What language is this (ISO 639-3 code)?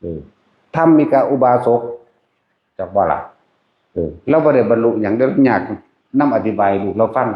tts